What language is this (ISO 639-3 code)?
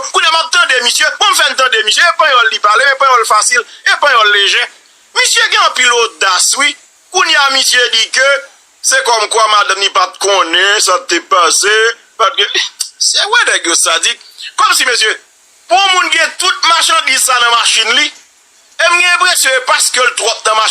hat